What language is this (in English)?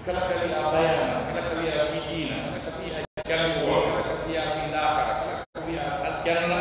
Pular